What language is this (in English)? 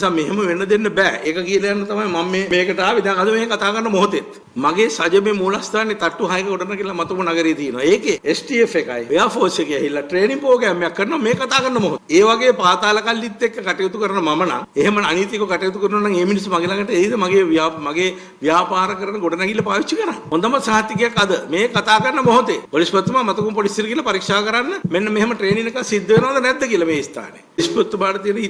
Sinhala